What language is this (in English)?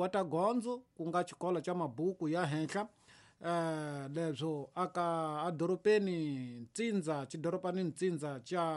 Tsonga